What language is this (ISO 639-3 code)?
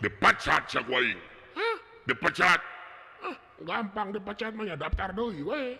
sun